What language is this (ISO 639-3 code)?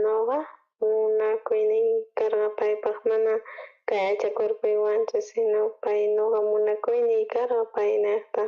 quh